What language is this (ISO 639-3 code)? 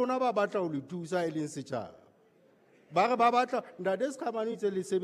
sot